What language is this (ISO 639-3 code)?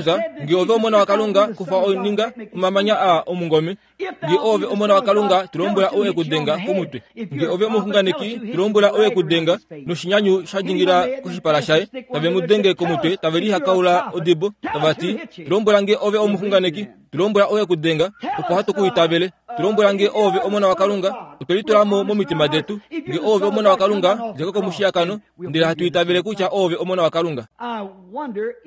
kua